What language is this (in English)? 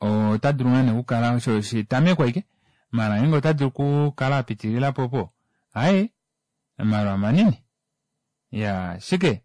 Kuanyama